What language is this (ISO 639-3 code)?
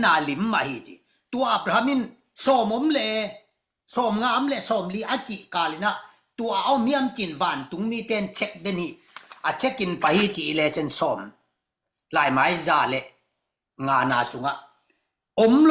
ctd